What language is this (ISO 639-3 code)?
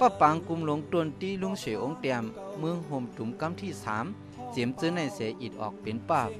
shn